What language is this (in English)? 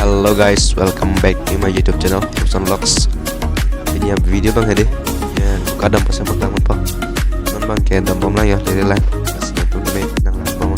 Karbi